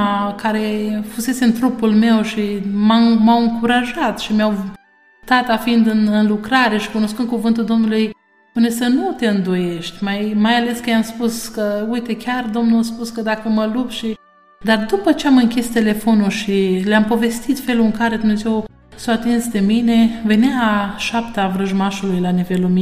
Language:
Romanian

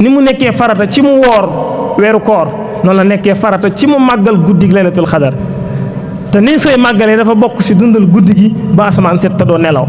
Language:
Wolof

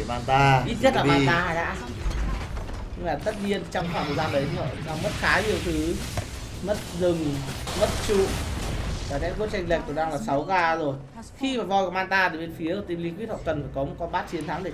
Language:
Vietnamese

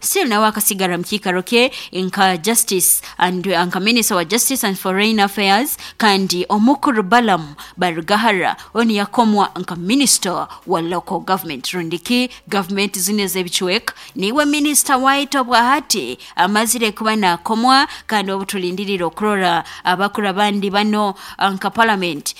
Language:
Nyoro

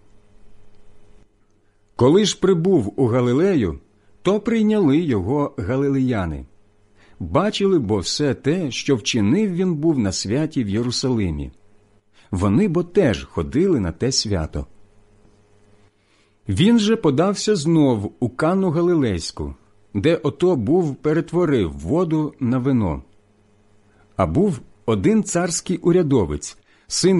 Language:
Ukrainian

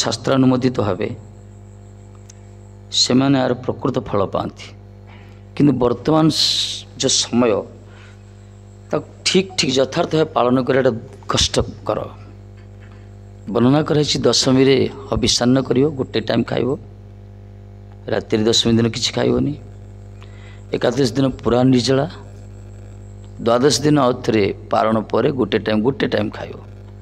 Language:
Odia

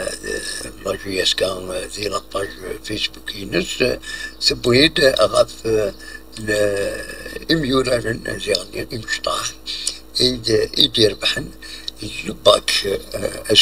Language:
Kabyle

